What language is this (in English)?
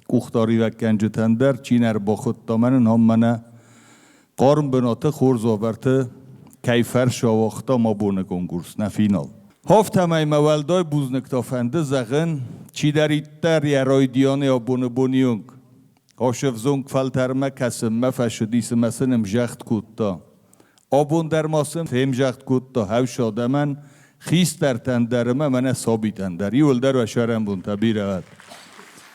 Ossetic